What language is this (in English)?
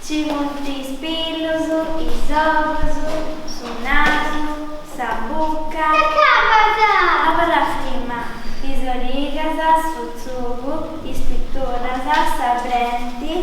Sardinian